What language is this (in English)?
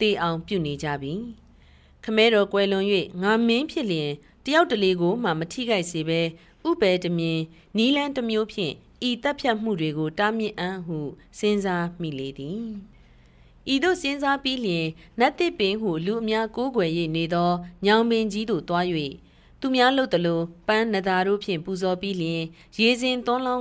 Burmese